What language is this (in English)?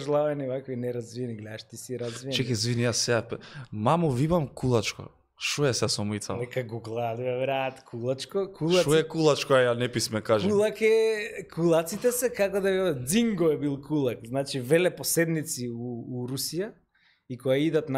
Macedonian